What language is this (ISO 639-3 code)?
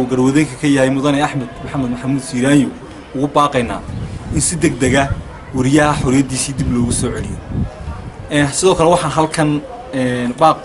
som